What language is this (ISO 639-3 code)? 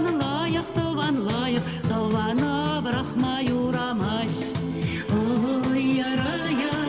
chv